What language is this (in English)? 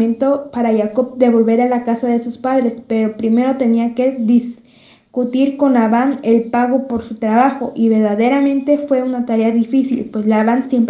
Spanish